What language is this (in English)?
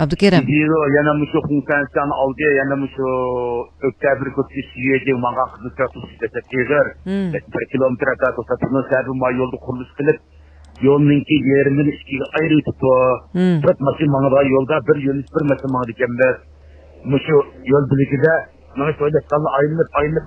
Uyghur